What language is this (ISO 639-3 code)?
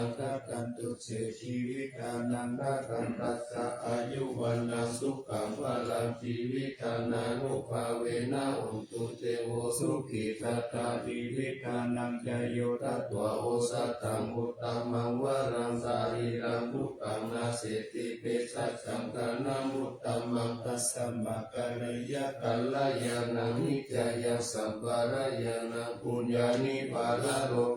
pli